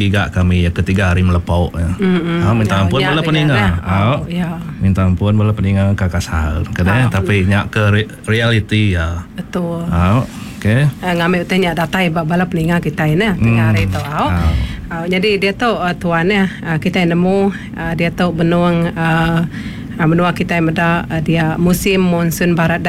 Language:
Iban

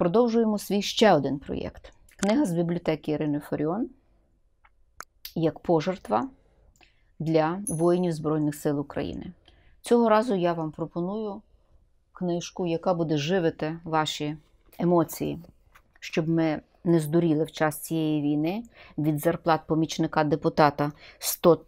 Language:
Ukrainian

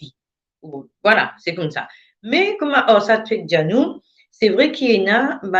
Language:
Morisyen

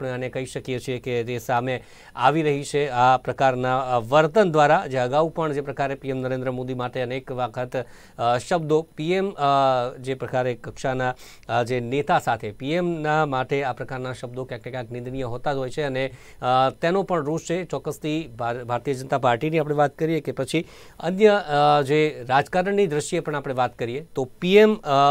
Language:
Gujarati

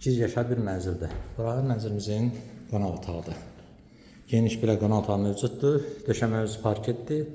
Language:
Azerbaijani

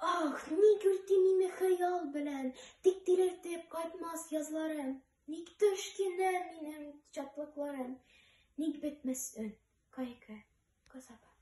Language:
Tatar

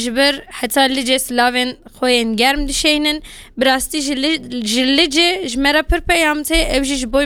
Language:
Kurdish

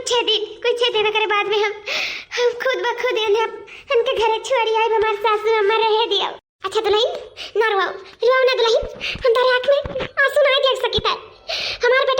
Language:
Awadhi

